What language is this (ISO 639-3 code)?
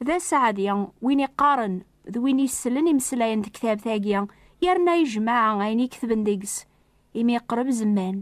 kab